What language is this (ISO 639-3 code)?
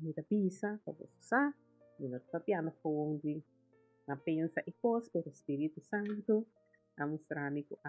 pap